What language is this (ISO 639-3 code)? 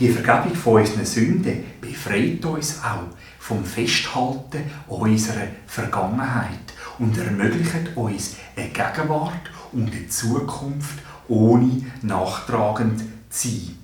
gsw